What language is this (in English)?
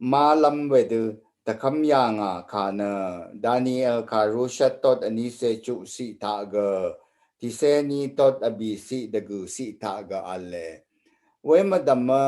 Rawang